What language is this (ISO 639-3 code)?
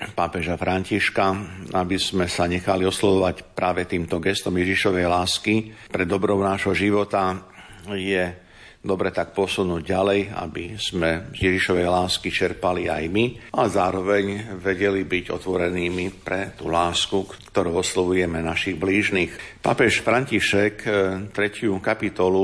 slk